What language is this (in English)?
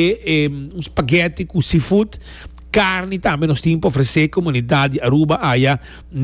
Papiamento